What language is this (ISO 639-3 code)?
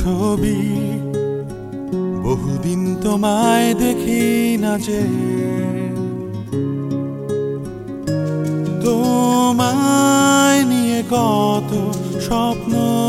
ben